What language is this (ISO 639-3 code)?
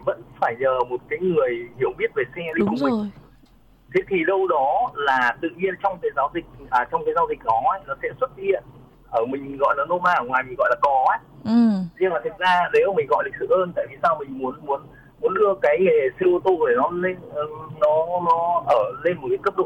vie